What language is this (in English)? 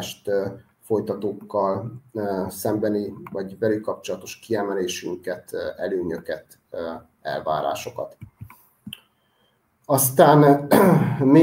Hungarian